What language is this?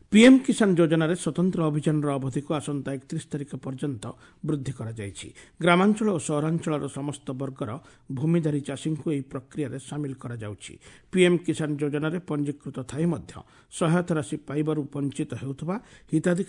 Odia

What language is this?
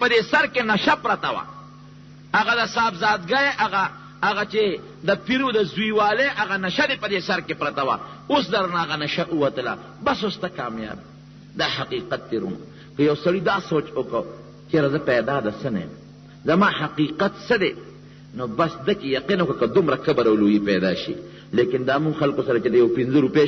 Pashto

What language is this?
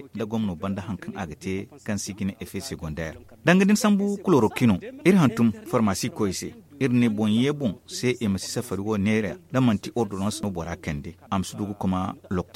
Zarma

